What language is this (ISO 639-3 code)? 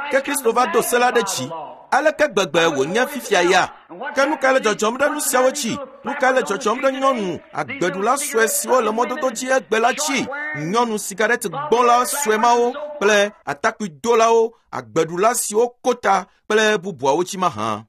ewe